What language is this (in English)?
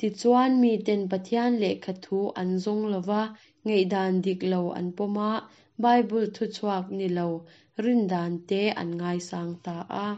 Mizo